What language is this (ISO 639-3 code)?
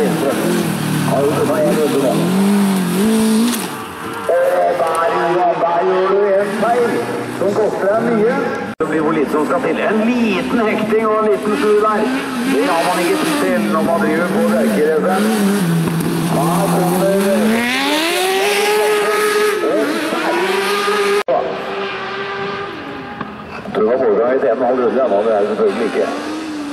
nor